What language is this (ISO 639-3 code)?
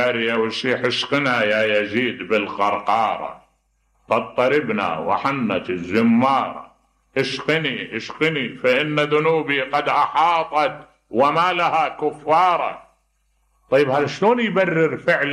acm